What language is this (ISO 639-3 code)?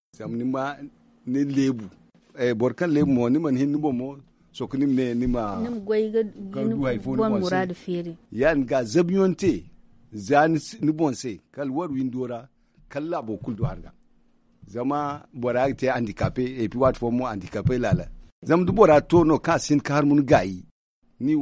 dje